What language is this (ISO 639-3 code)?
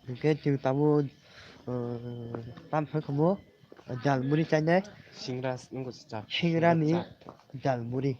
trp